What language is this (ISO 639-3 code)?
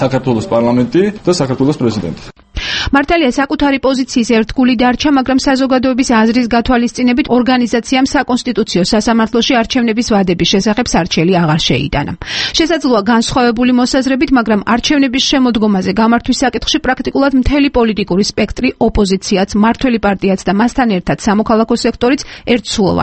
kat